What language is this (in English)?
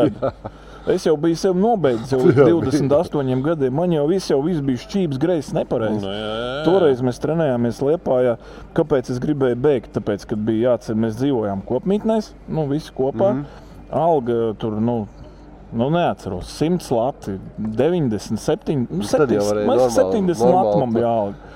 Latvian